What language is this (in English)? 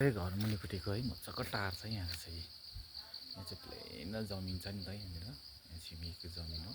Nepali